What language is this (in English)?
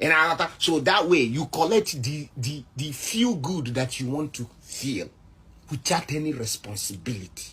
Nigerian Pidgin